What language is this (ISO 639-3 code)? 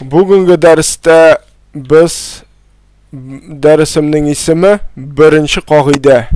tat